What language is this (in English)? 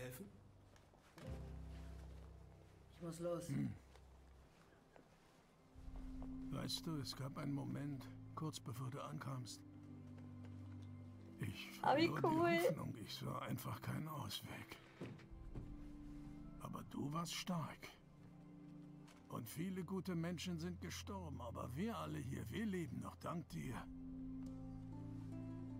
German